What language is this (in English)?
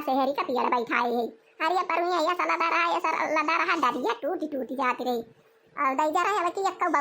Awadhi